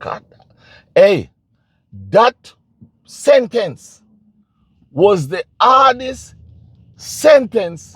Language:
Jamaican Creole English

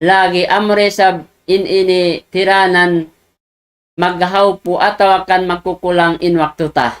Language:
Tausug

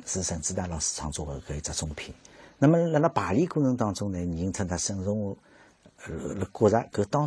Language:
Wu Chinese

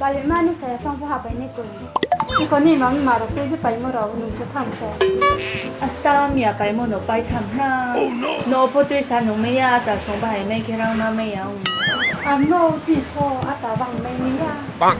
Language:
Riang (India)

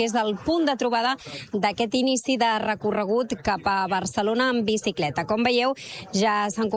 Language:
Catalan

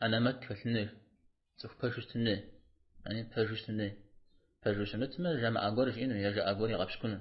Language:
Kabardian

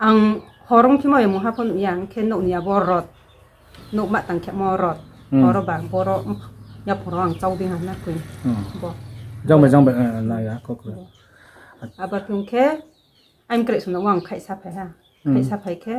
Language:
Riang (India)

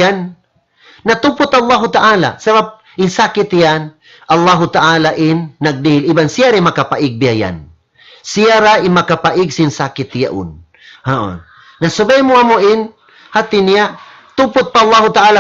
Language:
Tausug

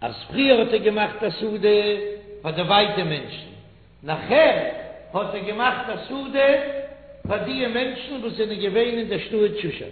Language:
Yiddish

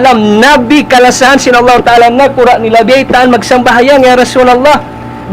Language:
Tausug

